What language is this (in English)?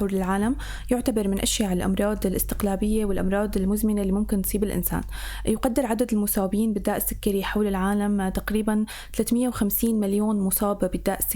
North Levantine Arabic